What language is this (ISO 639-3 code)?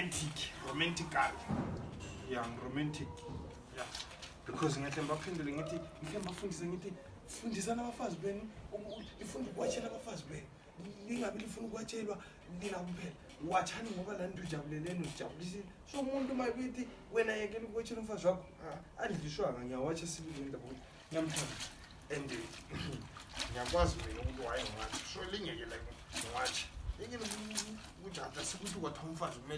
zul